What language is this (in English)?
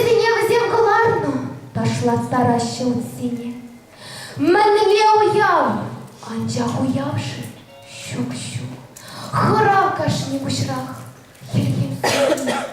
Chuvash